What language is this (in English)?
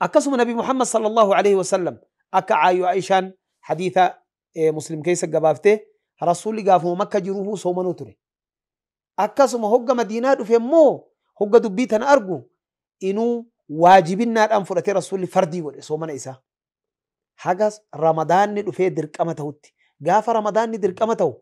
Oromo